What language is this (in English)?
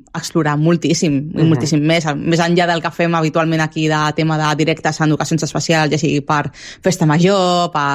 Catalan